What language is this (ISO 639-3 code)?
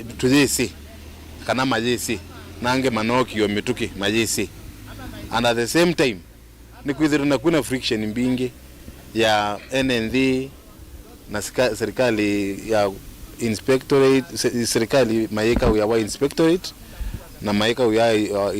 kam